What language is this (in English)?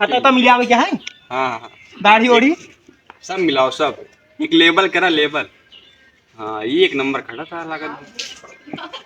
Awadhi